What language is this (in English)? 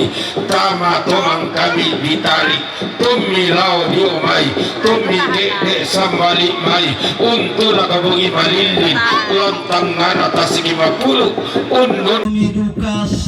Toraja-Sa'dan